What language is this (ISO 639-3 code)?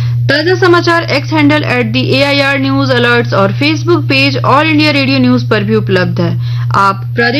hin